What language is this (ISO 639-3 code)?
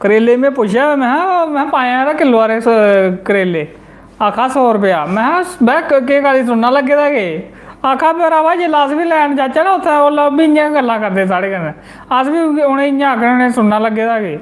doi